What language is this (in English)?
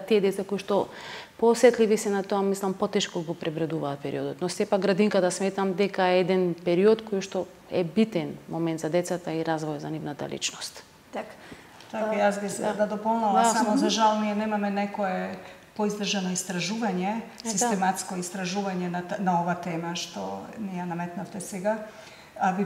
Macedonian